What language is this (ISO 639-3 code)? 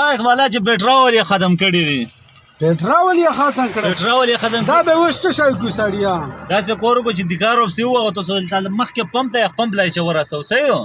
pus